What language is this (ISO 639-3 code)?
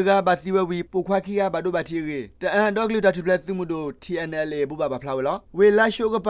ksw